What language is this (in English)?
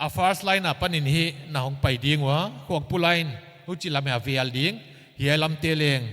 Paite Chin